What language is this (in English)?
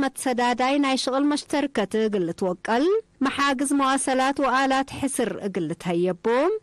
Tigre